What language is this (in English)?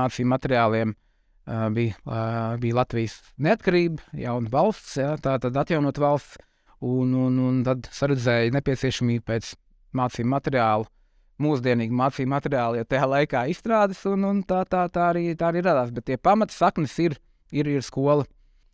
Latvian